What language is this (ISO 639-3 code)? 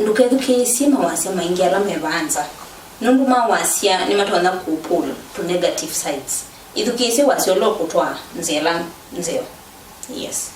kam